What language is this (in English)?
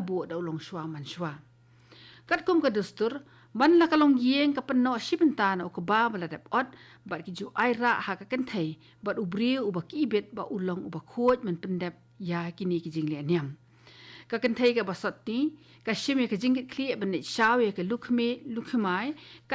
Khasi